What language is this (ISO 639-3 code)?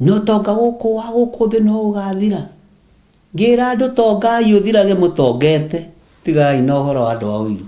kik